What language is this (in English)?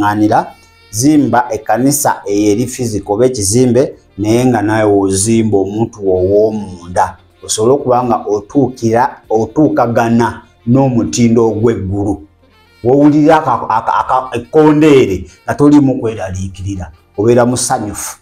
Ganda